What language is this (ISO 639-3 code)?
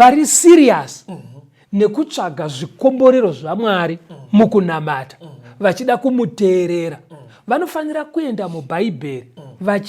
sna